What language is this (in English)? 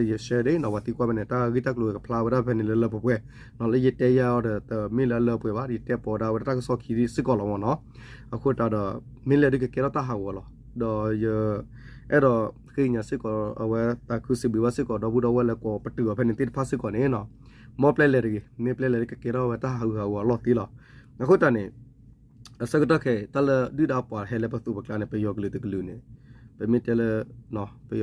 S'gaw Karen